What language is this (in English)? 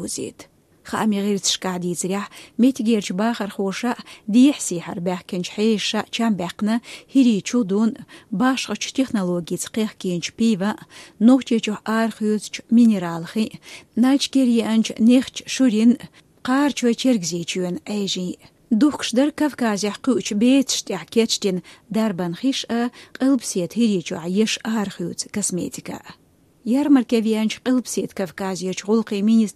Chechen